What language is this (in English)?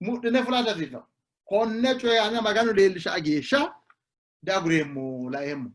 Sidamo